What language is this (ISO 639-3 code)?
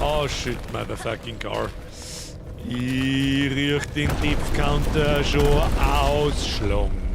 bar